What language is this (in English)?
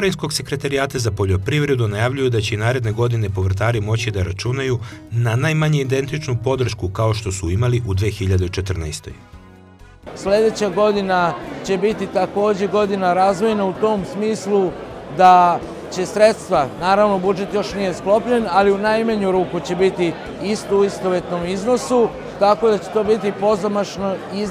Serbian